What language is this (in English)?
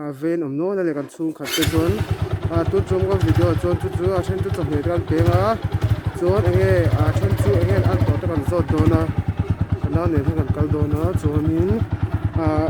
Mizo